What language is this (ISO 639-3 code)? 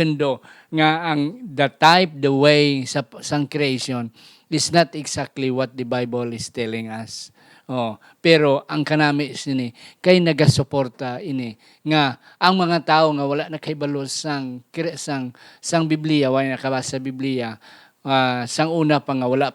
hil